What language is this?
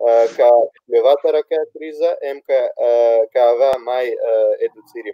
Balkan Romani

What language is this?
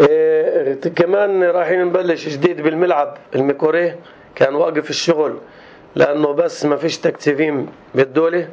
North Levantine Arabic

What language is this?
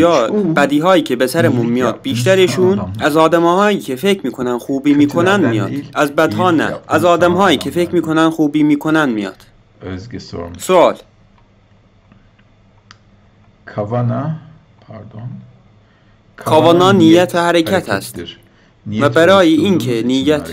Persian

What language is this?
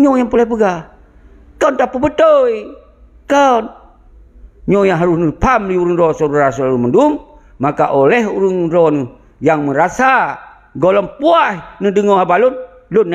Achinese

